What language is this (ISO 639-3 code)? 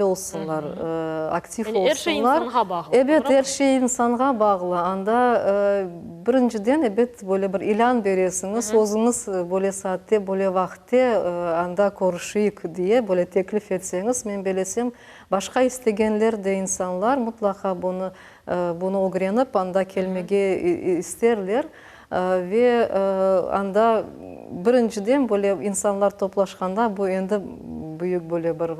crh